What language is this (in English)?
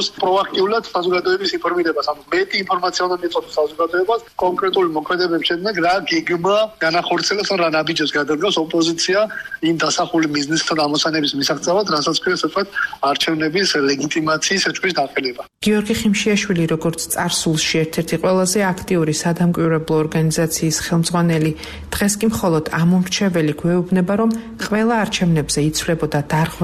Georgian